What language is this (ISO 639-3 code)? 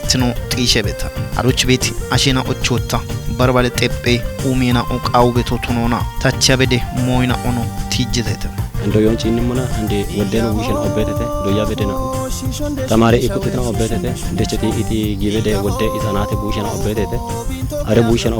kbr